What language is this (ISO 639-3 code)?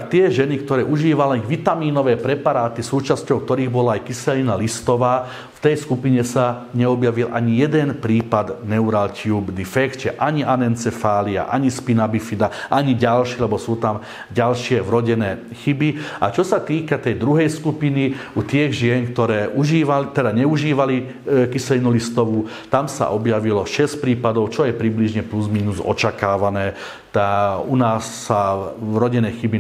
slk